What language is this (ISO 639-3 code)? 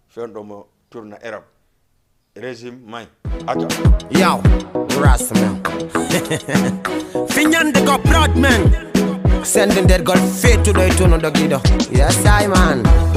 ful